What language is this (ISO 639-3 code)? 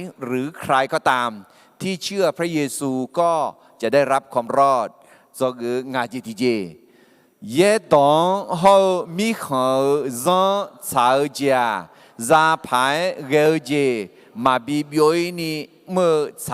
ahk